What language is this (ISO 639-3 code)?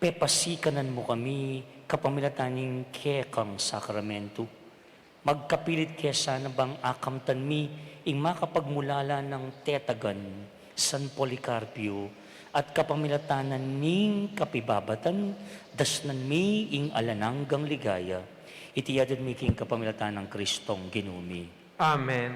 pam